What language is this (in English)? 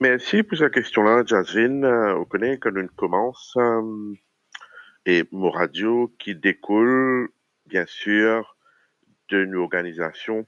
Morisyen